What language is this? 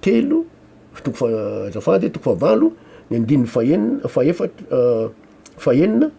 Malagasy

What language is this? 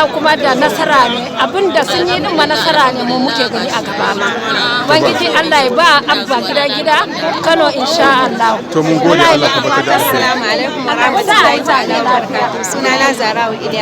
Hausa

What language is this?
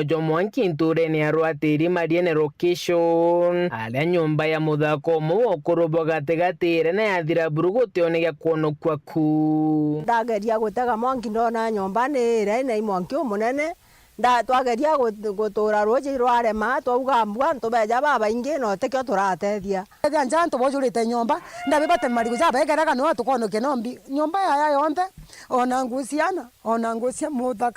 Meru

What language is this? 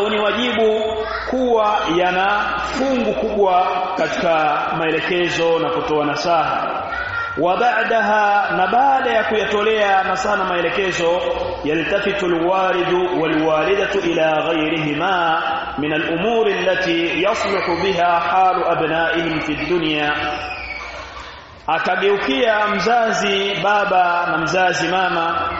Swahili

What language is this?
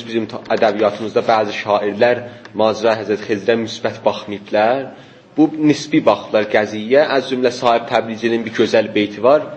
South Azerbaijani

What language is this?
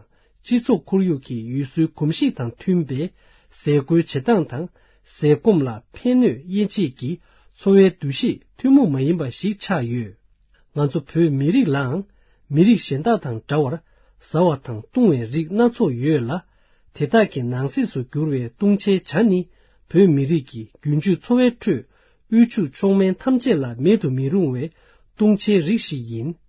Tibetan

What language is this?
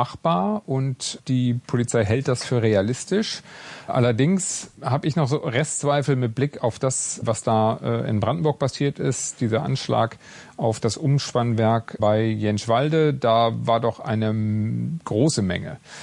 German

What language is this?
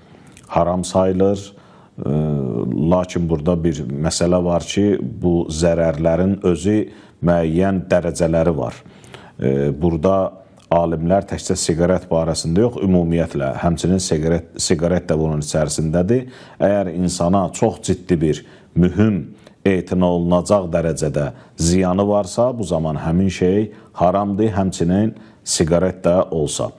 Azerbaijani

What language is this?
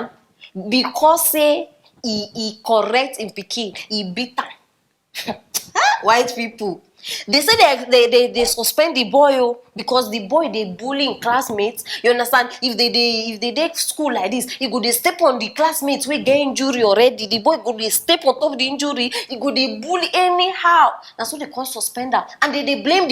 Nigerian Pidgin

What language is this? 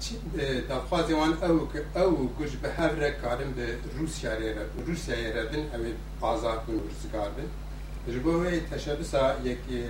Kurdish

